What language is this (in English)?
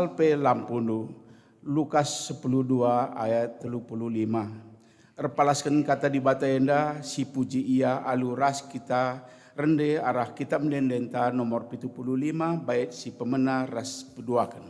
Batak Karo